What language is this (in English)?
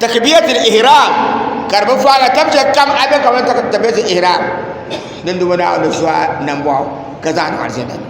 Dagbani